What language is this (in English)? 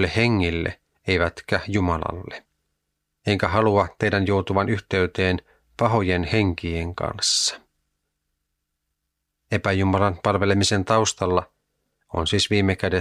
Finnish